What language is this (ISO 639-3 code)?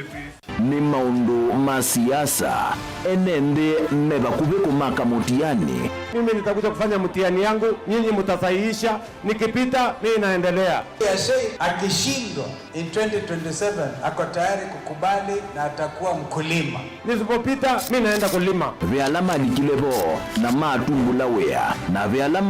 kam